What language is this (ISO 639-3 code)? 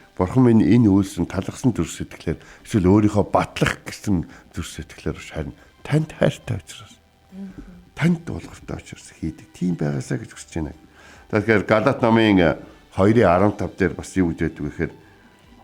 mon